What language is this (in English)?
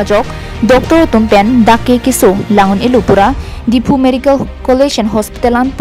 Karbi